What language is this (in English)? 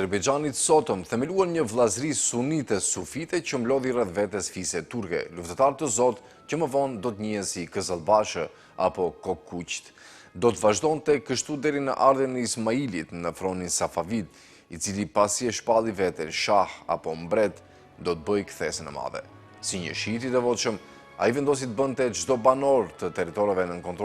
Albanian